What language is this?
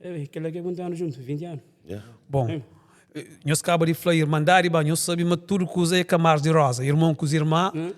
Kabuverdianu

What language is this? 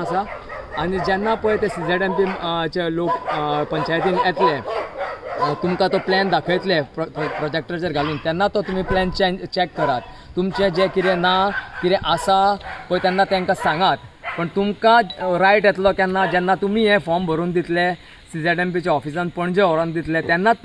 Konkani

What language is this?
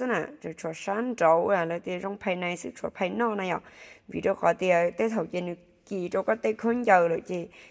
Hmong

